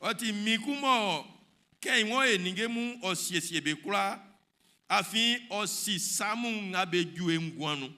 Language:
Baoulé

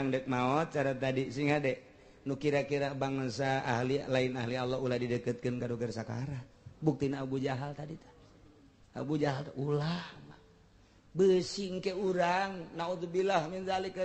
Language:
Sundanese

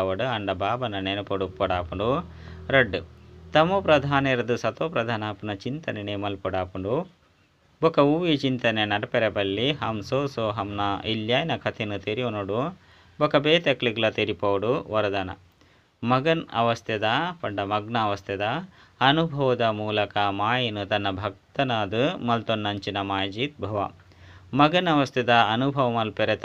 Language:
Tulu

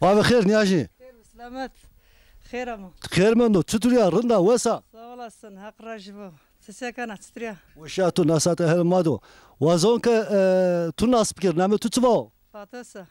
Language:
Zaza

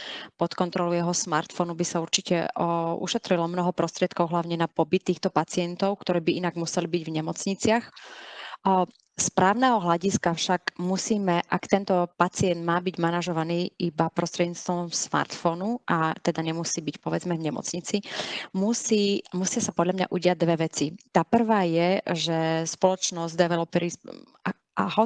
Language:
Slovak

